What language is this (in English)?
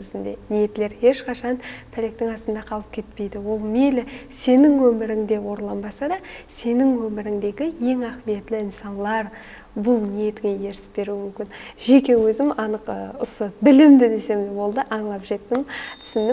Kara-Kalpak